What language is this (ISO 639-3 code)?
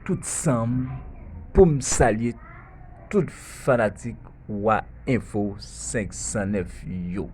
hat